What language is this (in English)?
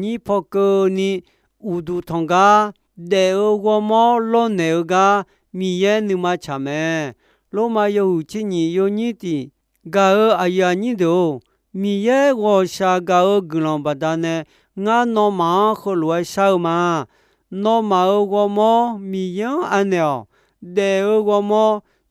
Akha